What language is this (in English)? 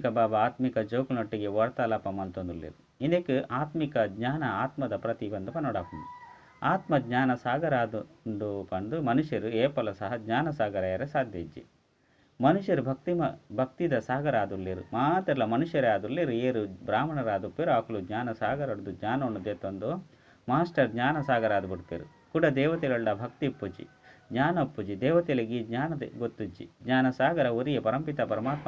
Tulu